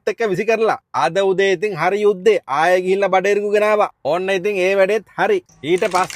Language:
Sinhala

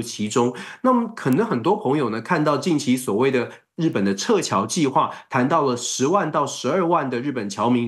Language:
Chinese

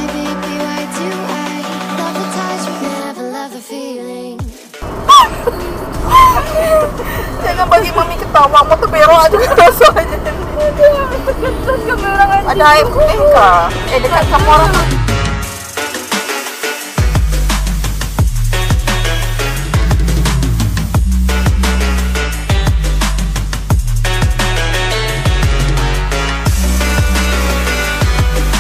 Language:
Malay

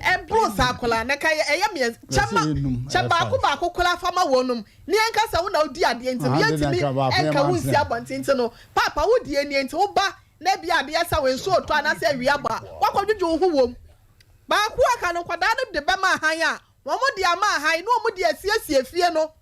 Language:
Akan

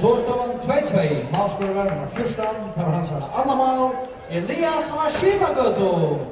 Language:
Faroese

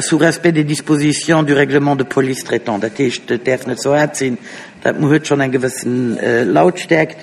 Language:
Luxembourgish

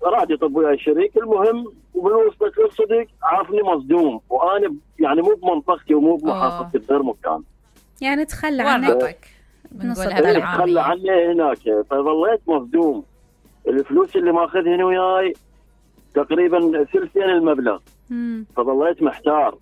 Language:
Mesopotamian Arabic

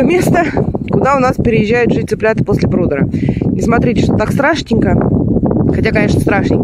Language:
Russian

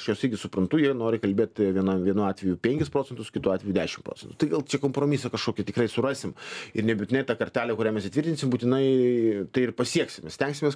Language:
Lithuanian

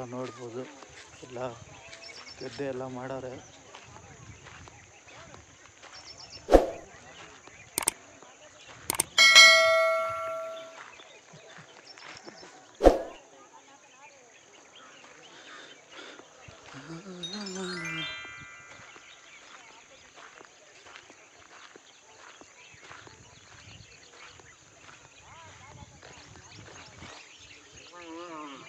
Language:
Kannada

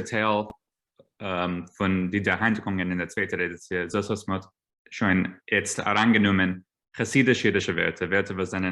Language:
Yiddish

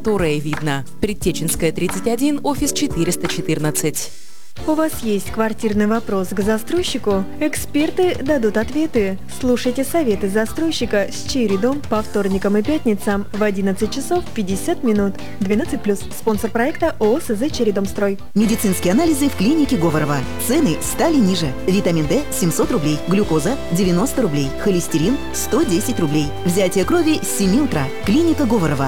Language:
Russian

